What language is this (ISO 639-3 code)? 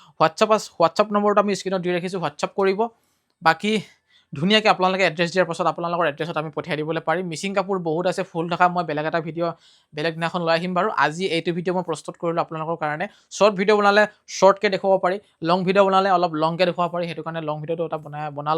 asm